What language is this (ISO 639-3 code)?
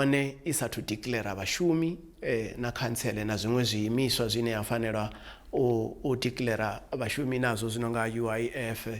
ven